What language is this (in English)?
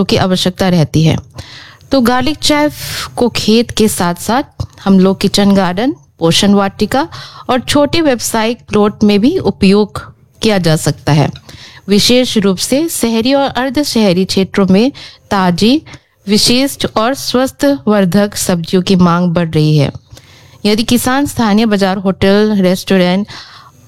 Hindi